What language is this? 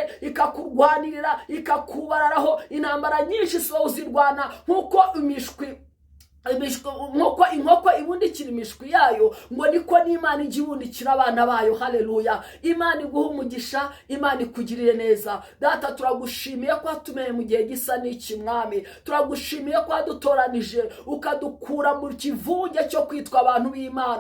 Kinyarwanda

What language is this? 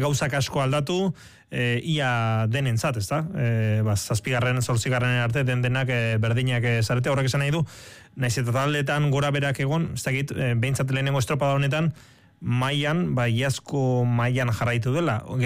Basque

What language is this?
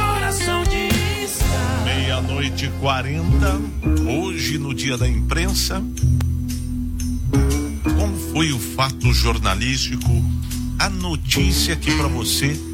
Portuguese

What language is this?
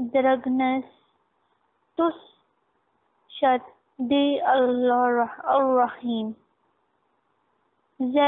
Urdu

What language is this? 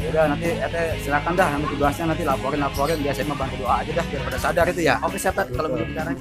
Betawi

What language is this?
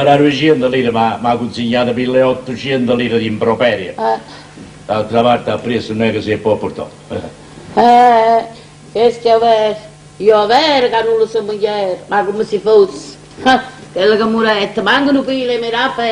Neapolitan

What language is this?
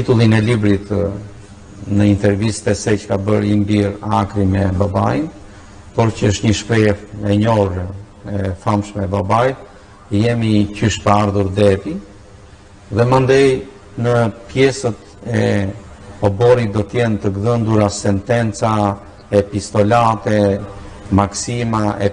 Albanian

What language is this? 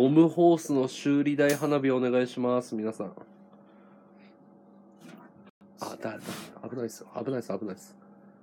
Japanese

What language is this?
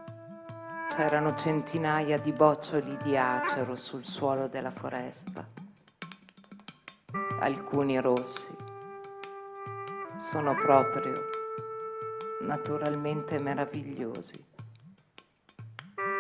Italian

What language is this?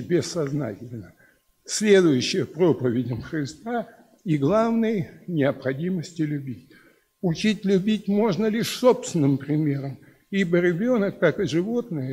Russian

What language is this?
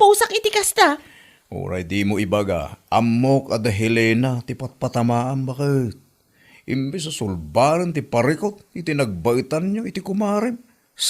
Iloko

